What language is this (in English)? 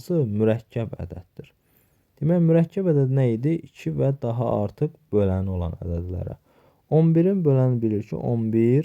Azerbaijani